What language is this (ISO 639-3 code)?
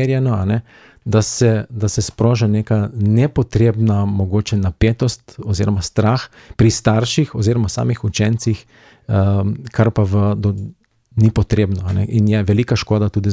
slv